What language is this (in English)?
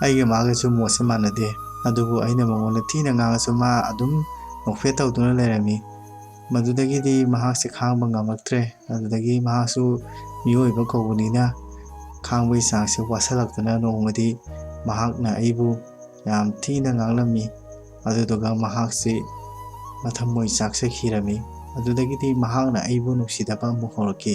Manipuri